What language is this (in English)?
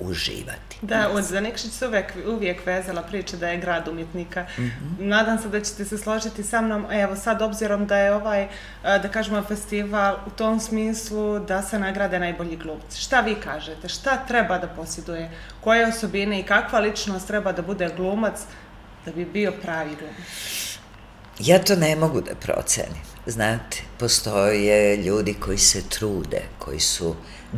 Serbian